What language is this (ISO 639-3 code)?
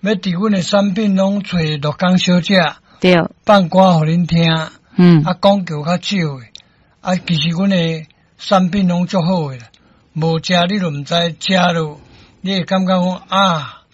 nan